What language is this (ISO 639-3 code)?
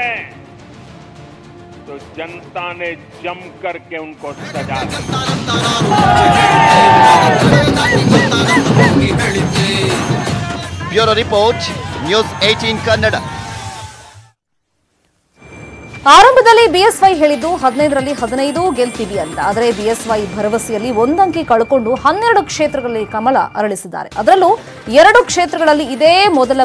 kan